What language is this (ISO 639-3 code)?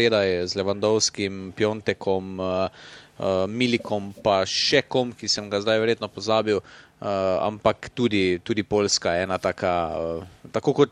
slv